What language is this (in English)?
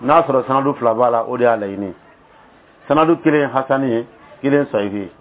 Dyula